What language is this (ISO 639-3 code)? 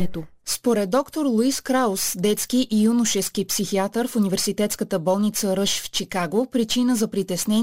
bul